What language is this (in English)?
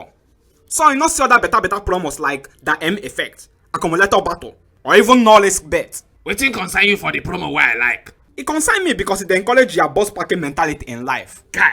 Nigerian Pidgin